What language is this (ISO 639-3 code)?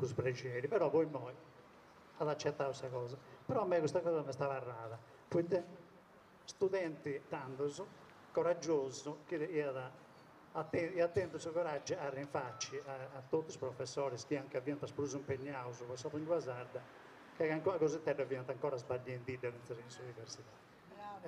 srd